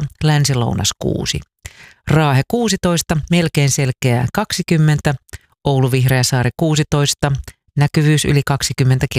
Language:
Finnish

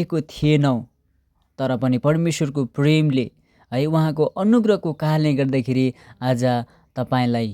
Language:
Nepali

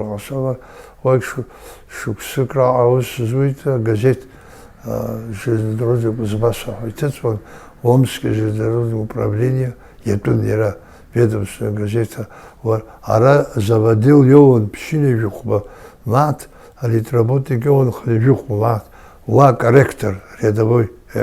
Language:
Abkhazian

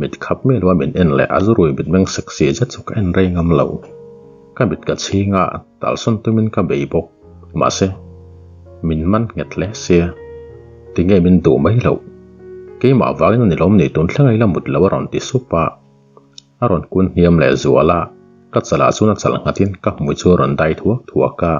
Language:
Mizo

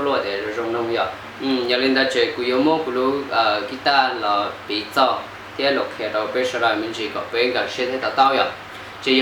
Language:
Hmong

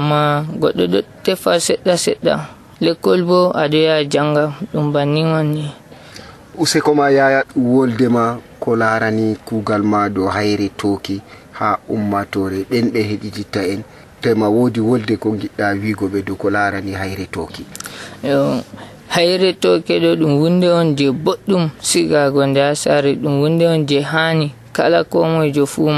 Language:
Nigerian Fulfulde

